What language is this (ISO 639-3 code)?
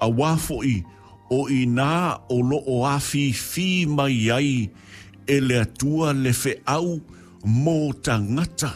smo